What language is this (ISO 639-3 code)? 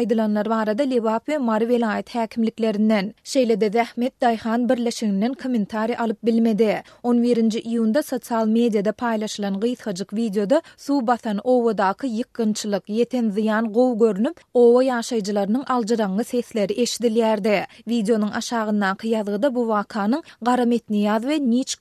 tuk